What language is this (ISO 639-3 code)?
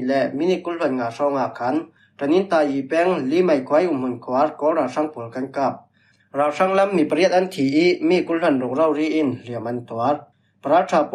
cfm